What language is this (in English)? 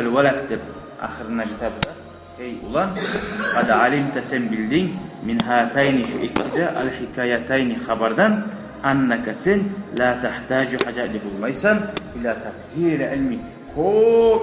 Kumyk